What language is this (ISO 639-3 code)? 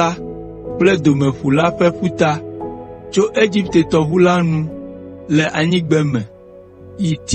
ewe